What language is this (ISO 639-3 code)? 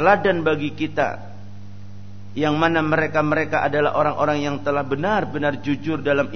ind